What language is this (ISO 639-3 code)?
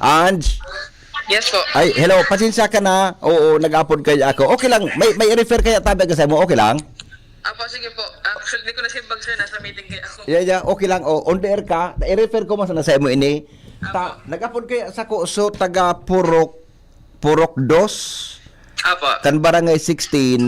bik